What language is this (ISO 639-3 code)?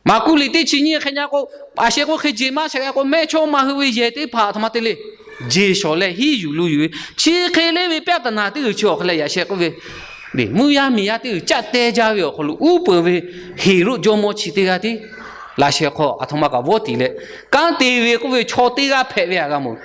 lhu